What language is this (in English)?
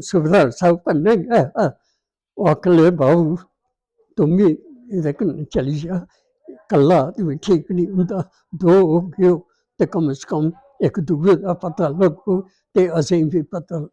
Dogri